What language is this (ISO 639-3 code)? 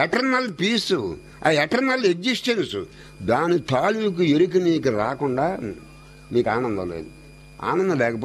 tel